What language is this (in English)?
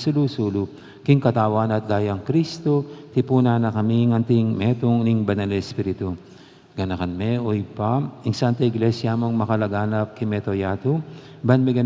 Pampanga